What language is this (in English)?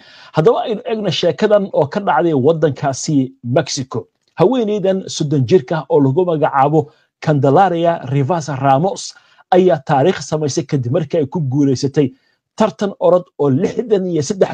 Somali